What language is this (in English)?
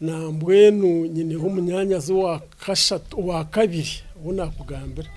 Nyankole